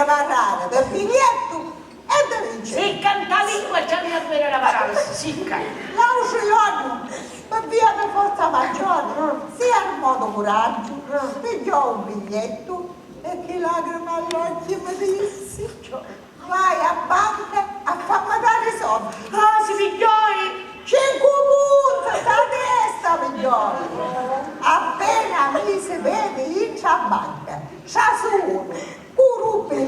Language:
Sicilian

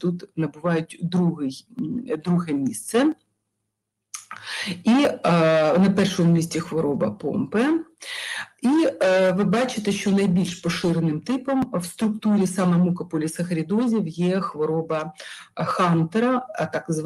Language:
Ukrainian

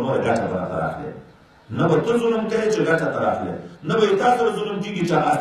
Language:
Pashto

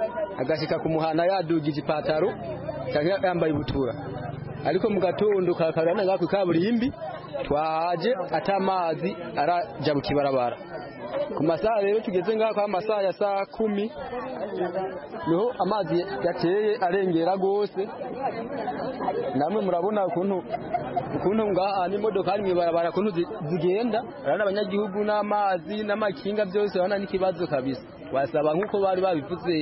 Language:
Kinyarwanda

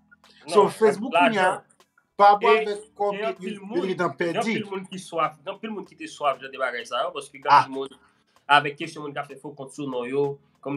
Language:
Haitian Creole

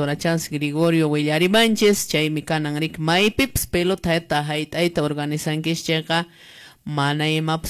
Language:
Quechua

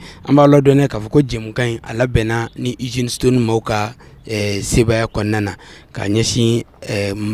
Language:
Bambara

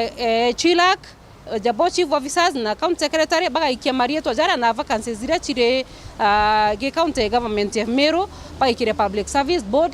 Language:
Meru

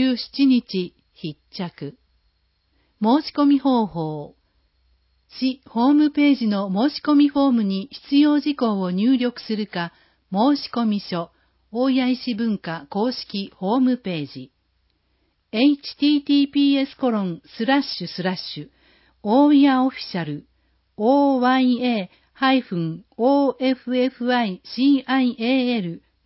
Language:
Japanese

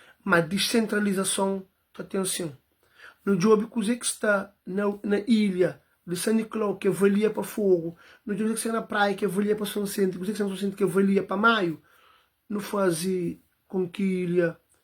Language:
Kabuverdianu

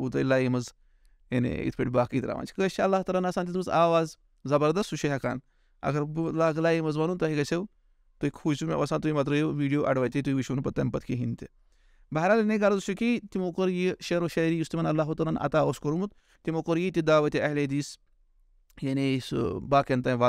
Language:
Kashmiri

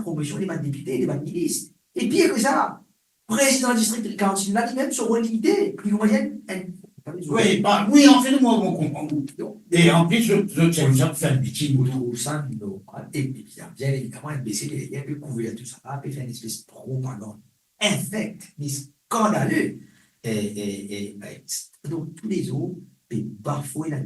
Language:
Morisyen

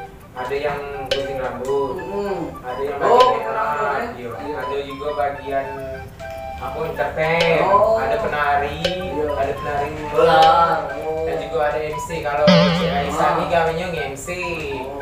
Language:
Musi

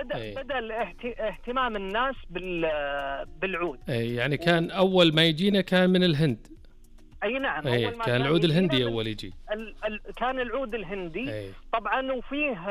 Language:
Najdi Arabic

